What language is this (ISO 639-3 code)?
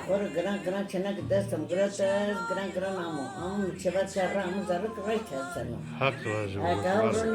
zza